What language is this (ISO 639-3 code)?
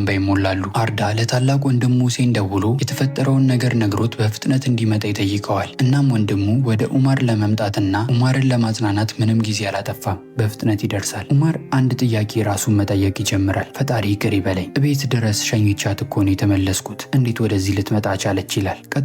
amh